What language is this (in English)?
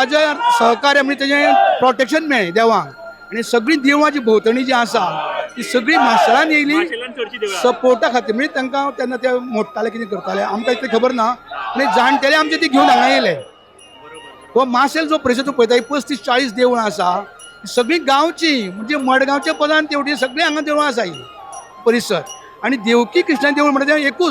Konkani